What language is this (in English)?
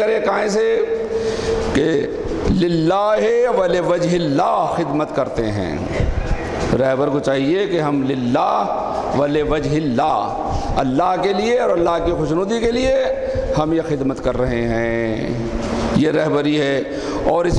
Urdu